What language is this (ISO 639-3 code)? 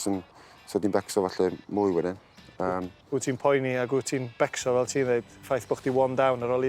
cym